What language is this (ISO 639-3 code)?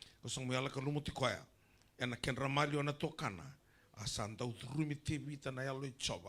fij